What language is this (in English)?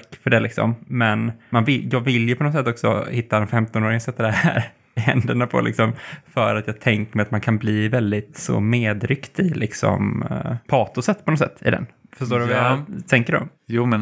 Swedish